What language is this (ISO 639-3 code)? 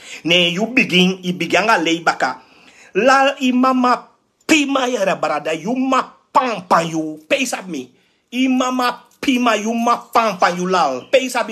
srn